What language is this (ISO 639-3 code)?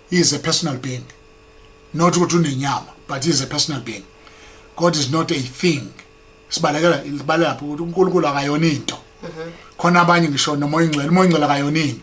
zul